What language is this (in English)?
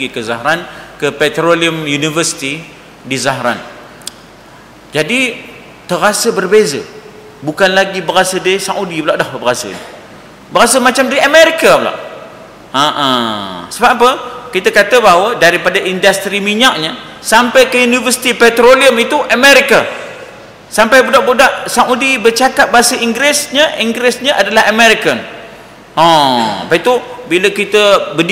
Malay